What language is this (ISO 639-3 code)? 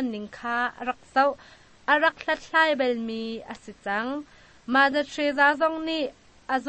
cnh